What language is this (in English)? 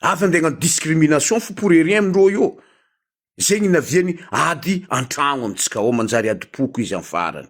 Malagasy